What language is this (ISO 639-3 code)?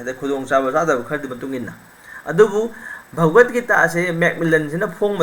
mni